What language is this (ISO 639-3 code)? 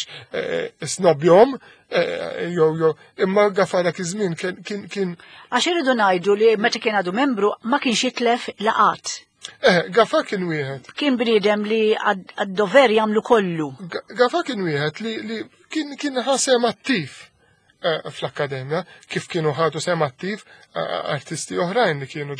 mlt